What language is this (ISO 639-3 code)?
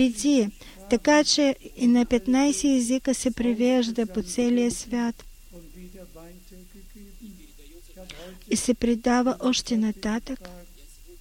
bul